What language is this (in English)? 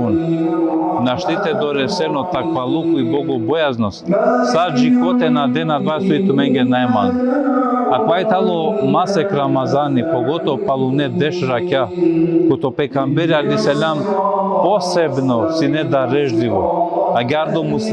Balkan Romani